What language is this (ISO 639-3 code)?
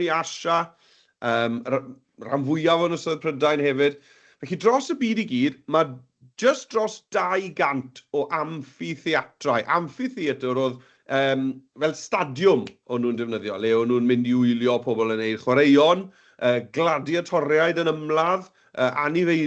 cym